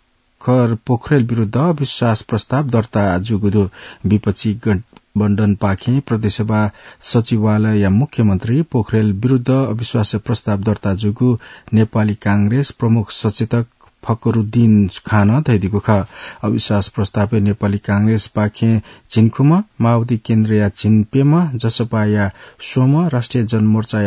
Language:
Newari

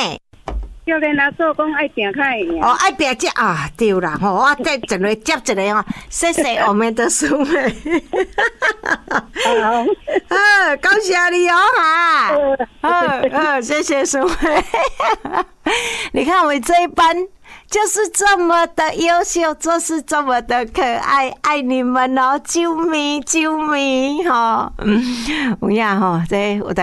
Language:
Min Nan Chinese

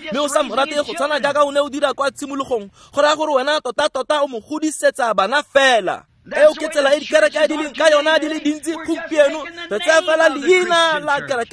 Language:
Tswana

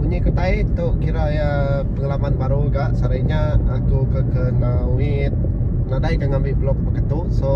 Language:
Iban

